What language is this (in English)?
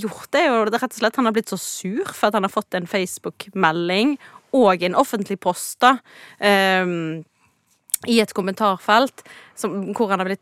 Norwegian